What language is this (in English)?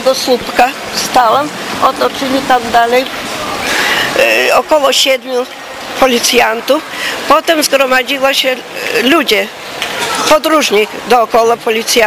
Polish